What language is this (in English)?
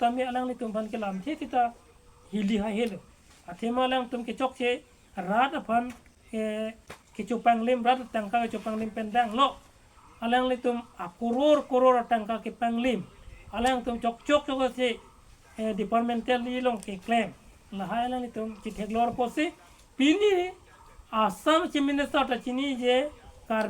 Karbi